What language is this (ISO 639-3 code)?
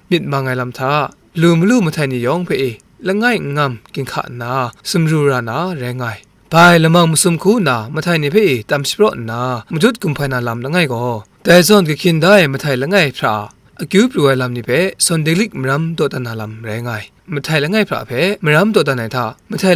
kac